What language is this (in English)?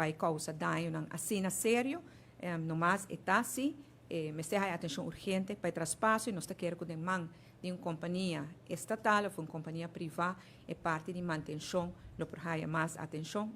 Papiamento